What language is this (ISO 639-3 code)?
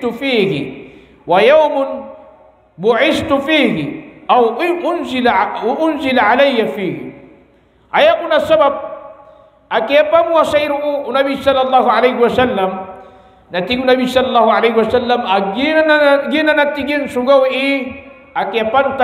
mrw